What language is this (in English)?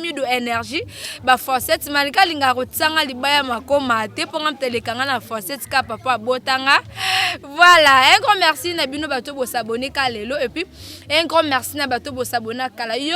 Lingala